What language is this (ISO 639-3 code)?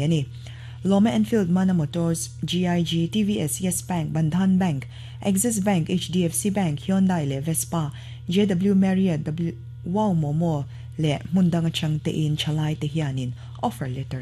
lus